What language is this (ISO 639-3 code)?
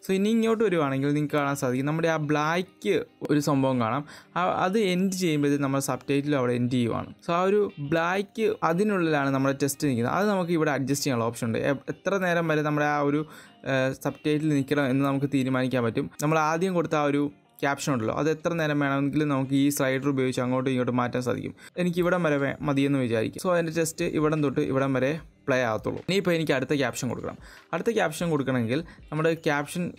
mal